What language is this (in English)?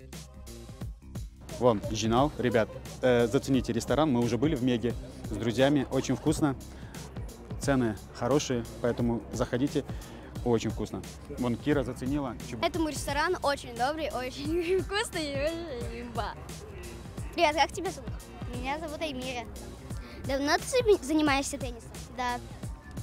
Russian